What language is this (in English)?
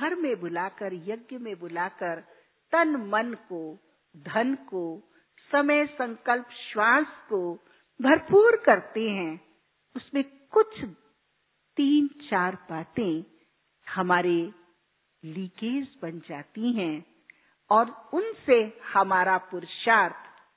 Hindi